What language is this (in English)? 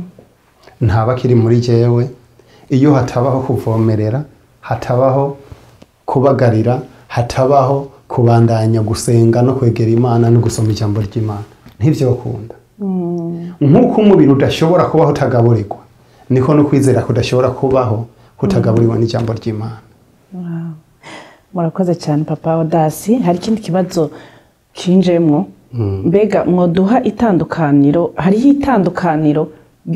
Rundi